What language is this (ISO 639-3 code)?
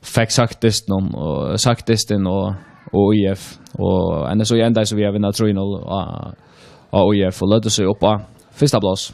fao